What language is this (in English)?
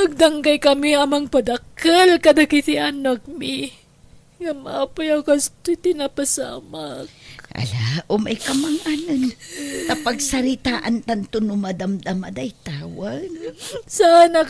Iloko